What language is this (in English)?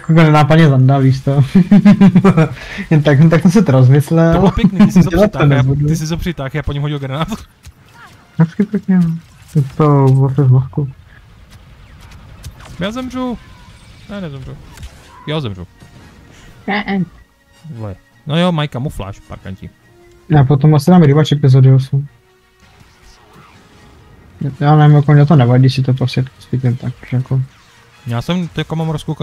Czech